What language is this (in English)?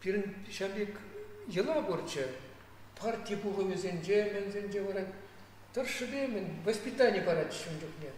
Chuvash